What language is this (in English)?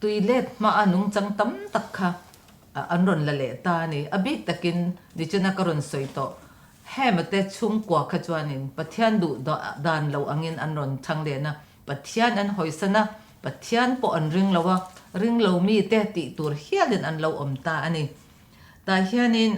Mizo